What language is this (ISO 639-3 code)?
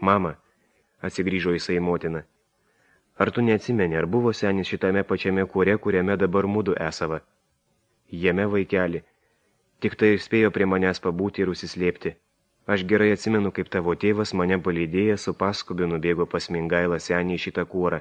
lit